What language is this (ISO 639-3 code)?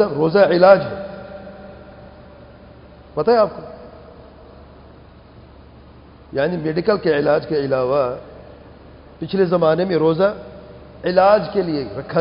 urd